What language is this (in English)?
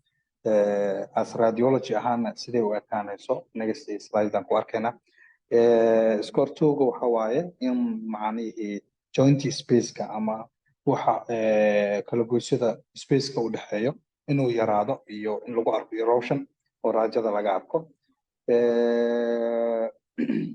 Somali